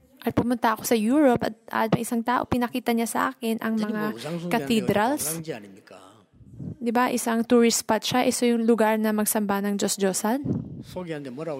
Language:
Filipino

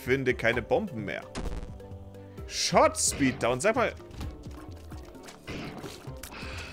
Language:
German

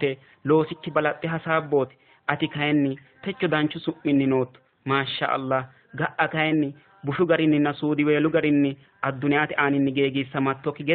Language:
Sidamo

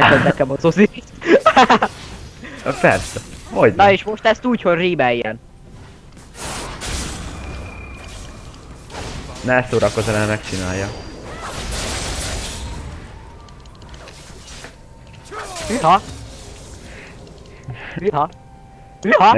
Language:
Hungarian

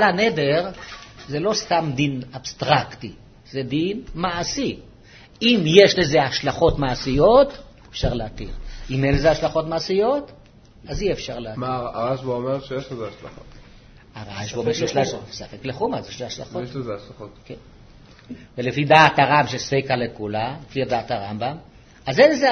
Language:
Hebrew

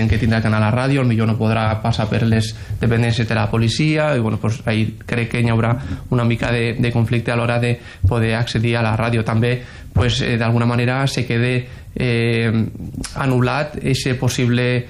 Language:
Catalan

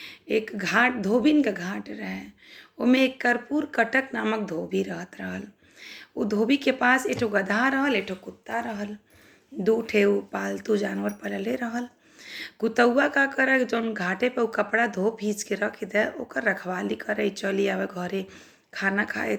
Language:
Bhojpuri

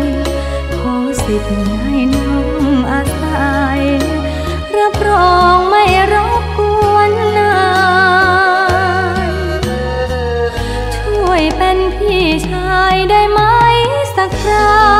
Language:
Thai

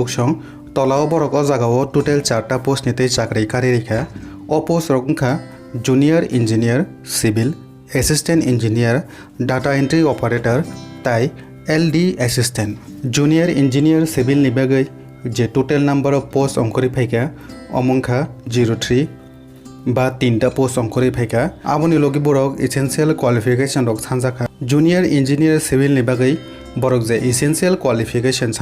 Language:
Kok Borok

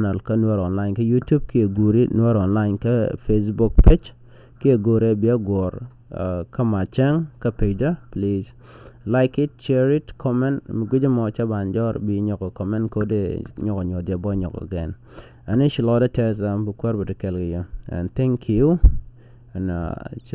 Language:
Nuer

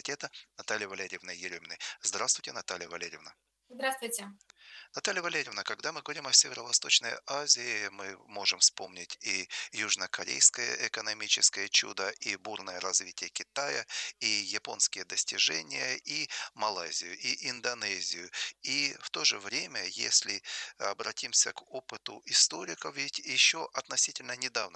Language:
Russian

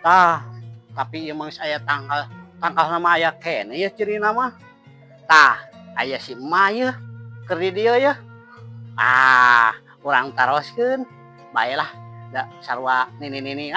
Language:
Sundanese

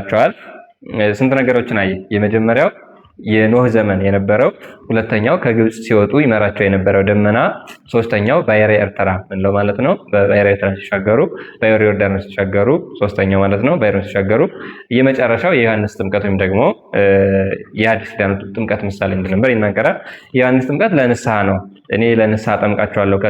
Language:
Amharic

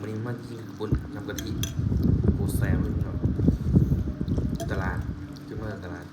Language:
Northeastern Thai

